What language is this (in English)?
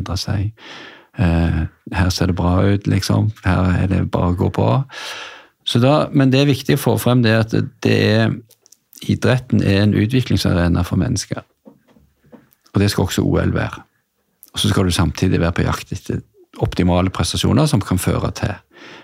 Norwegian